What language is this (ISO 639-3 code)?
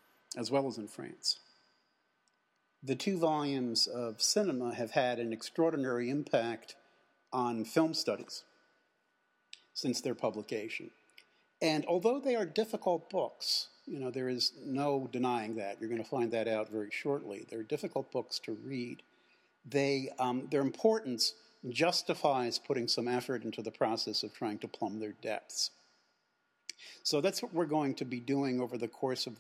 eng